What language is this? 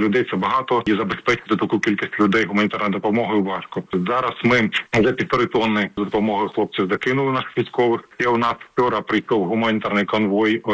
Ukrainian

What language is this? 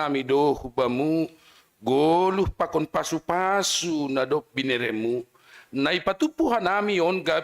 Batak Simalungun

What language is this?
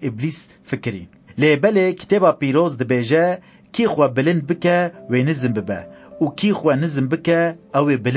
Kurdish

